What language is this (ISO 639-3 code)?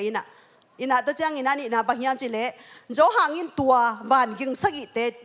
ctd